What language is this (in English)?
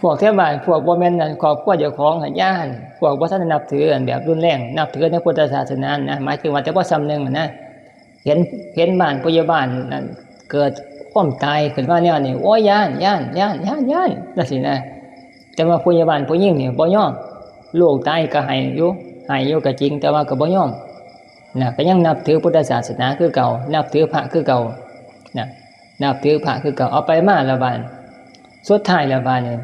Northeastern Thai